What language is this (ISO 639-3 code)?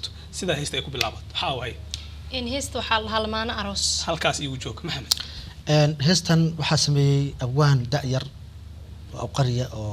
som